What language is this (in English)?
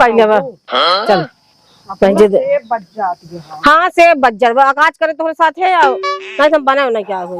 Awadhi